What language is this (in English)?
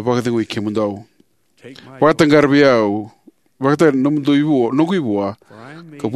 Fijian